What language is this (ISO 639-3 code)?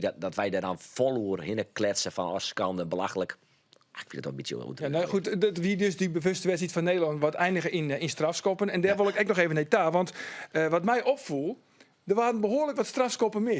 fry